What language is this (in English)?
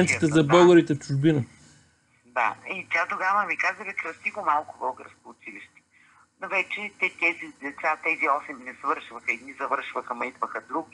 Bulgarian